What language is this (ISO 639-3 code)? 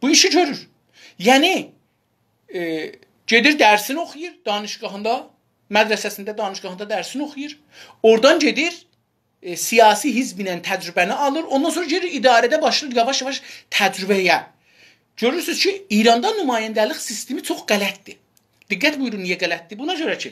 azb